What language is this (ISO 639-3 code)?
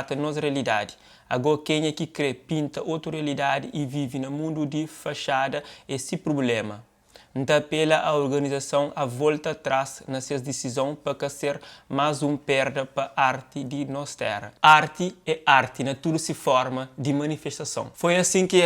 kea